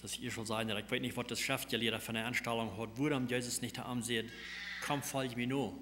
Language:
Plautdietsch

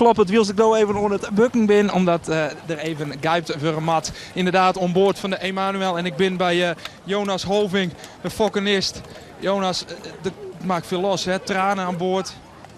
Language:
Western Frisian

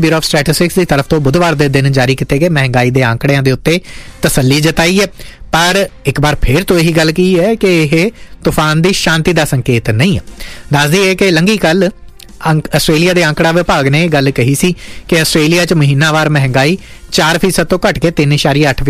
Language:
Punjabi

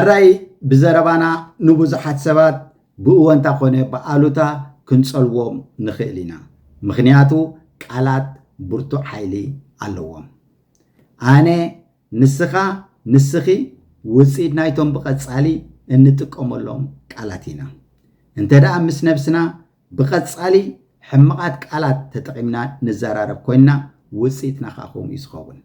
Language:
Tigrinya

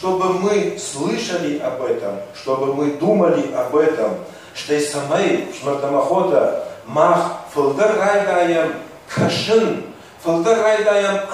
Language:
Ossetic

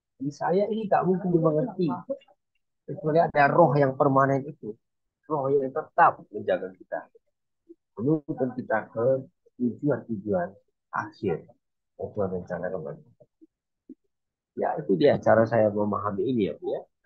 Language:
Indonesian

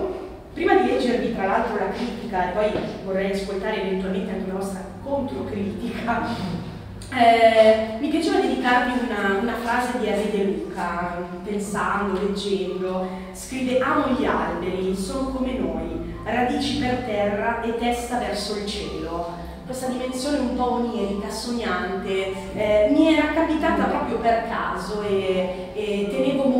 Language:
Italian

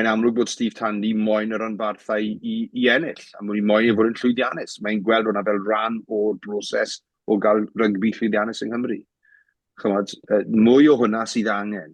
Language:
Welsh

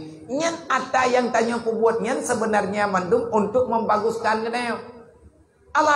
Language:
Achinese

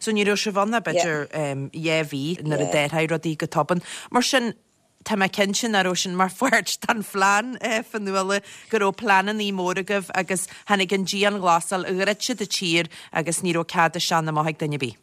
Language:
Irish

